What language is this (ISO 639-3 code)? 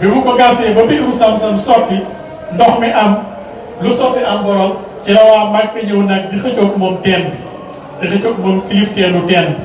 wol